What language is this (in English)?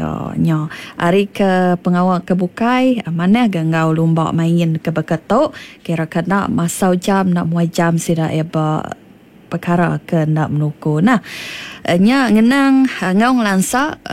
Iban